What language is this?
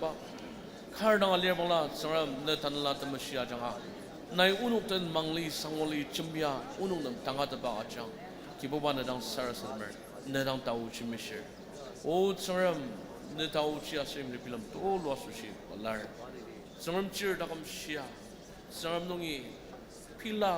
Ao Naga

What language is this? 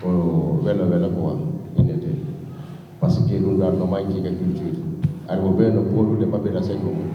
Fula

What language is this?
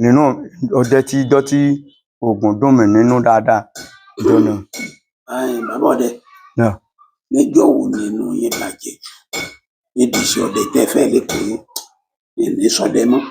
Yoruba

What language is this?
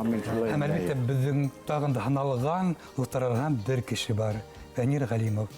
Bashkir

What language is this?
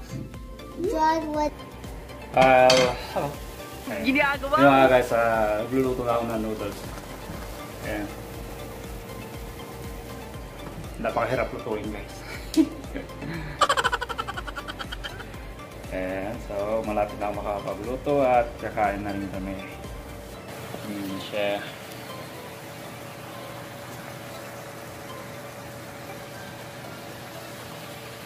Filipino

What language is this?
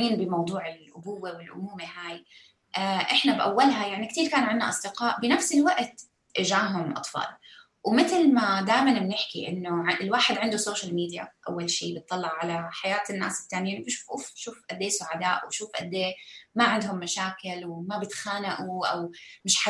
North Levantine Arabic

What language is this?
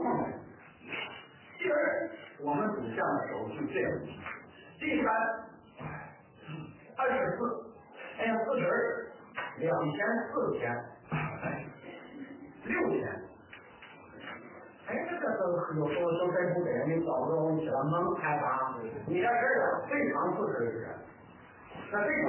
Chinese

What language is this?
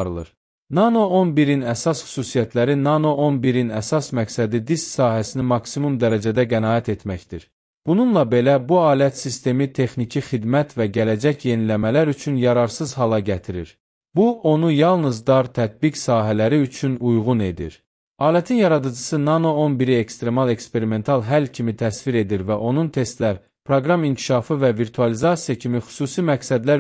Azerbaijani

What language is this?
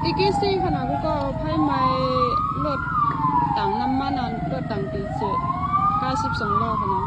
Shan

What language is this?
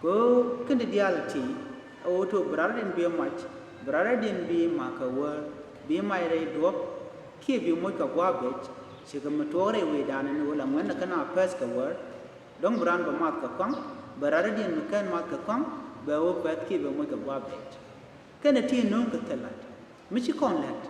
Nuer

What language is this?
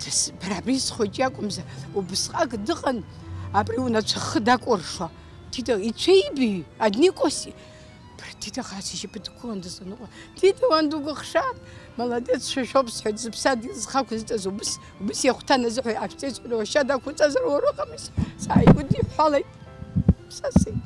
Abkhazian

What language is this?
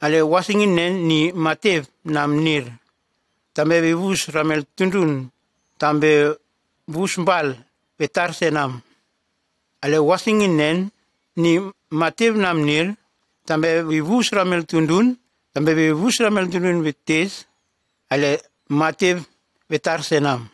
Nume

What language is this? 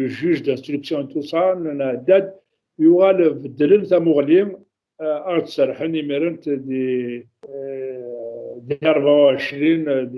Kabyle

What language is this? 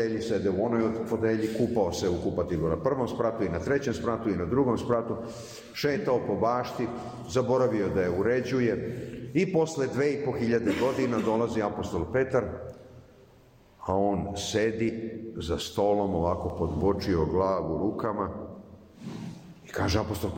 Serbian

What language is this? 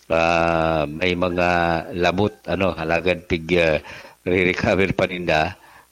Bikol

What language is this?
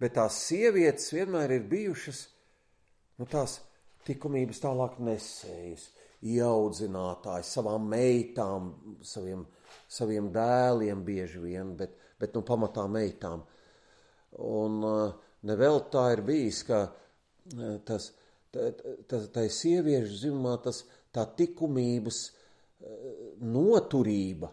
Latvian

